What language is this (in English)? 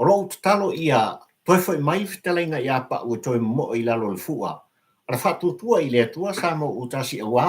Samoan